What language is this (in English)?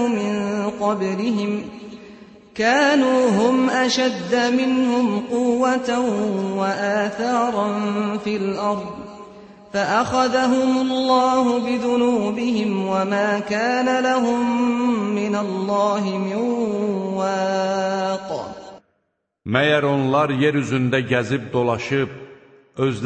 Azerbaijani